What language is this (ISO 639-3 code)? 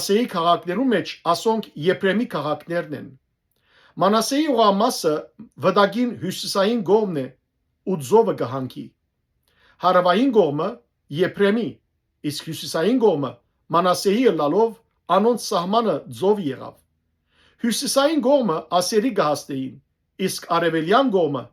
hyw